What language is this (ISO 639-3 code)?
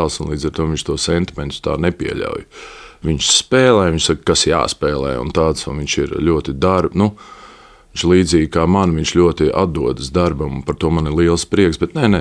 lav